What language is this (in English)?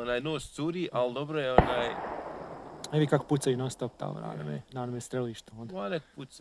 Bosnian